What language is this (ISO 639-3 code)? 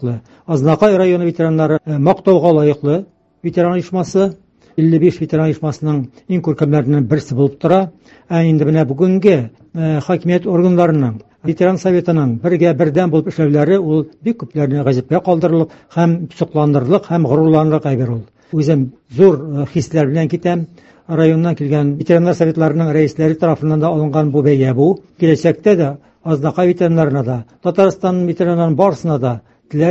tat